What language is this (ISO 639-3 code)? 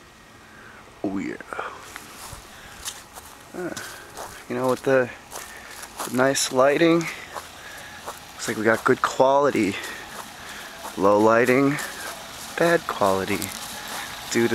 eng